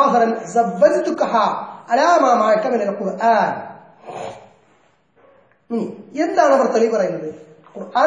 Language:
Malayalam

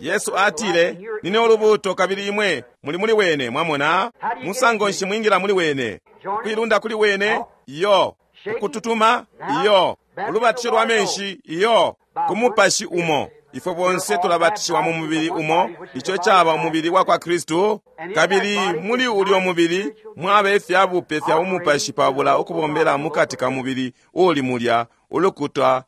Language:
Bemba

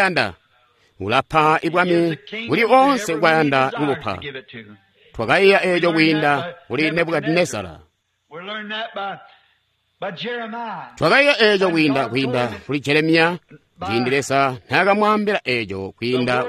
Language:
Tonga (Zambia)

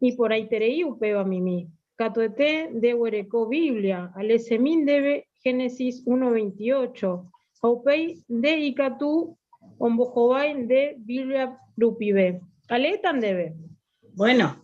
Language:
Guarani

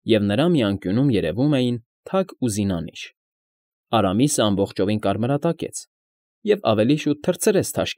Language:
Armenian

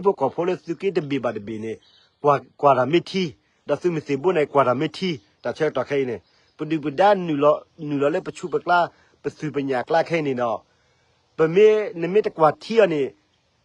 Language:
S'gaw Karen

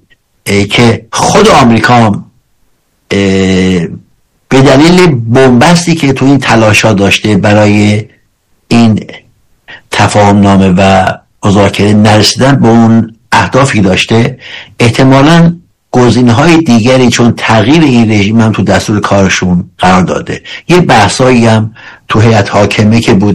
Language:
Persian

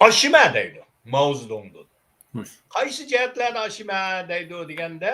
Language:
Uyghur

